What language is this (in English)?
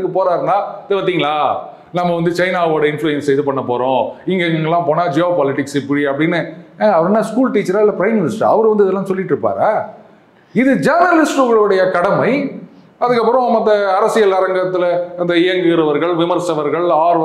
Tamil